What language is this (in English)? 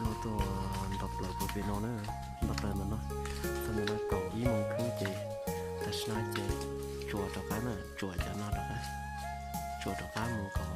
Hmong